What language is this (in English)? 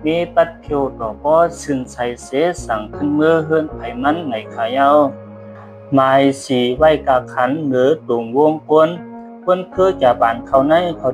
Shan